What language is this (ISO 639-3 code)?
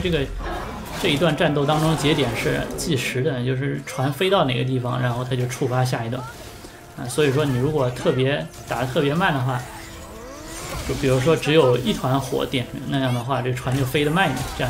zho